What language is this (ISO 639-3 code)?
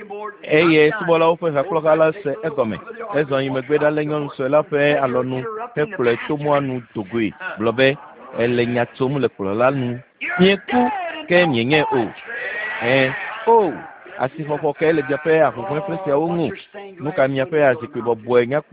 ewe